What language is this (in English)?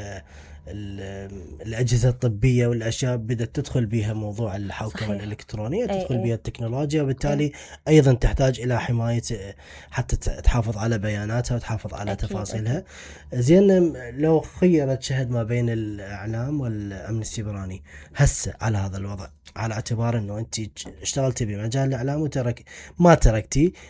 Mesopotamian Arabic